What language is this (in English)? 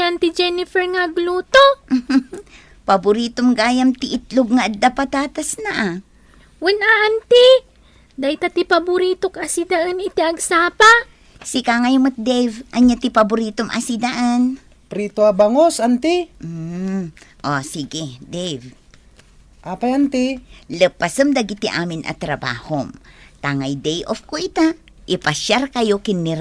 Iloko